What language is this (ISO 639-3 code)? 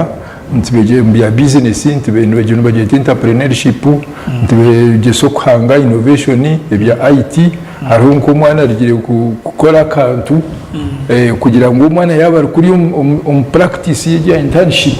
nyn